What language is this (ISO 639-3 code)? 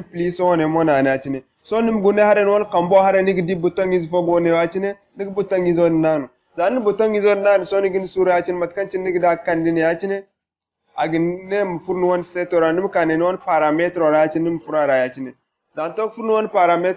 dje